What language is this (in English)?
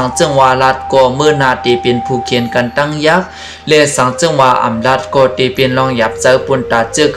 Shan